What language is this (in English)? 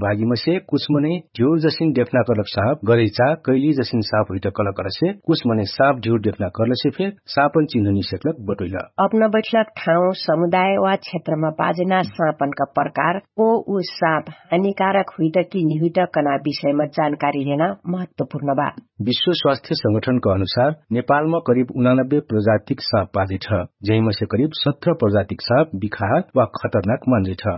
Dangaura Tharu